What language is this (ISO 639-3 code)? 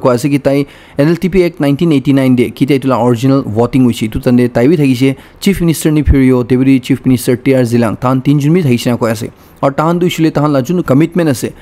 nag